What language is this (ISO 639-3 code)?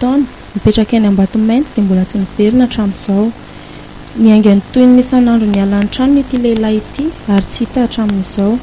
mlg